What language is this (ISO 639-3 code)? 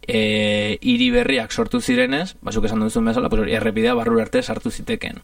eus